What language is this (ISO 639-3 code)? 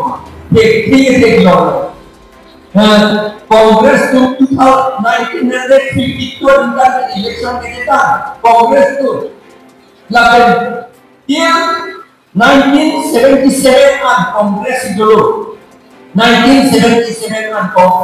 mjw